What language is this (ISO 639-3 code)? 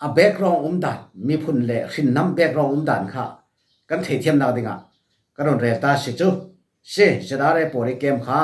cfm